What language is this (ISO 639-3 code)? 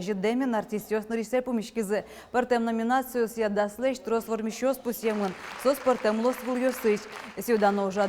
udm